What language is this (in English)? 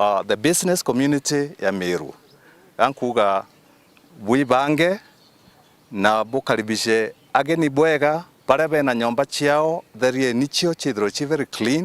Meru